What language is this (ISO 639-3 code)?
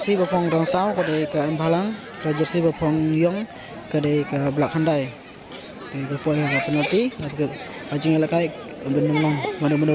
kha